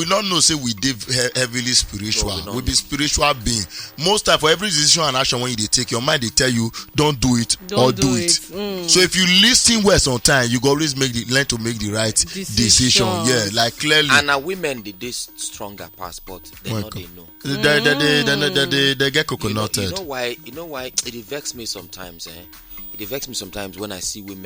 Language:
Nigerian Pidgin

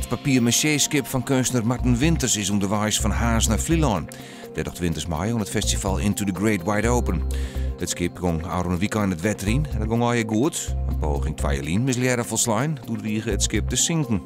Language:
Western Frisian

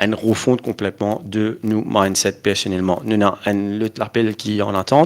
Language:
Morisyen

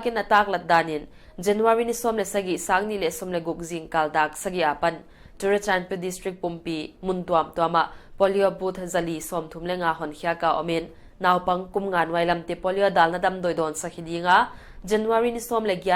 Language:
Paite Chin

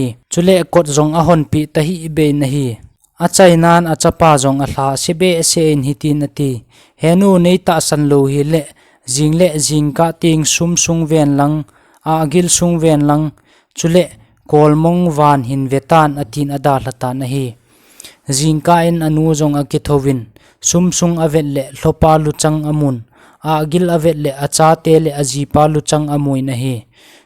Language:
Thado Chin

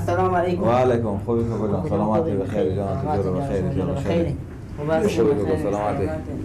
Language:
Persian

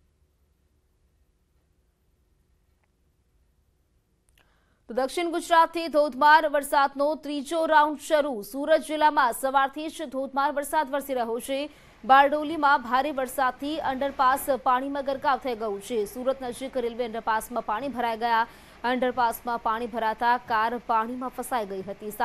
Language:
Gujarati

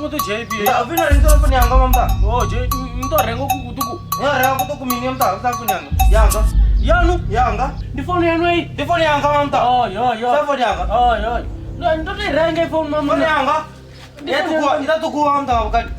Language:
Venda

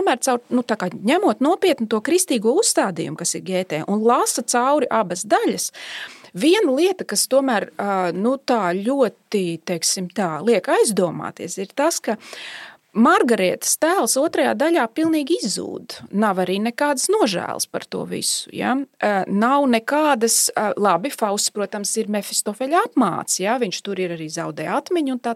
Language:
Latvian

